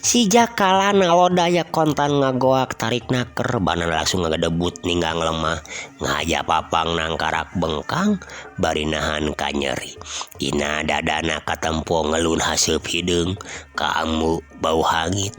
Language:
Sundanese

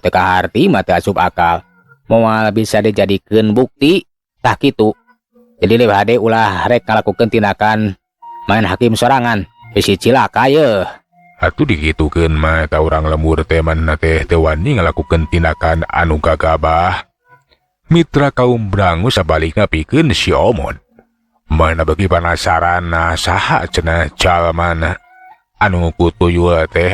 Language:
Sundanese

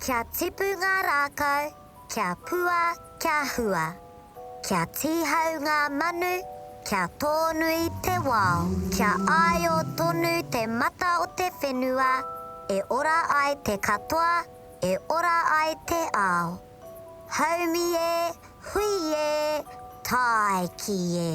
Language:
Māori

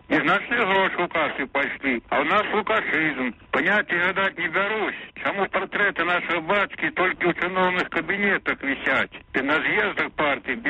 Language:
Belarusian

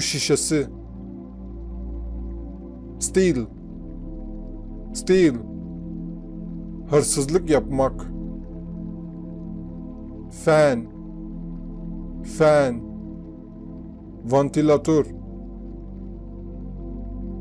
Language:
Turkish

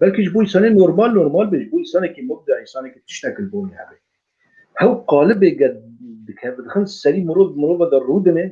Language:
Kurdish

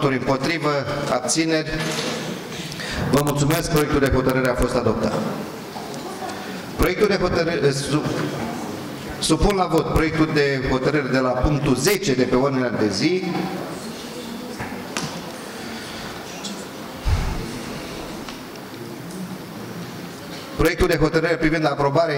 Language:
Romanian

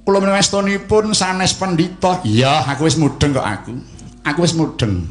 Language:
Javanese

